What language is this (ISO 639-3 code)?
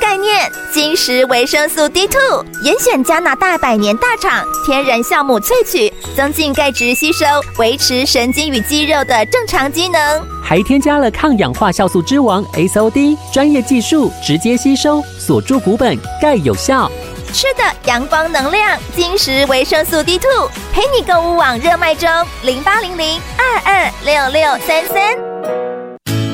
zho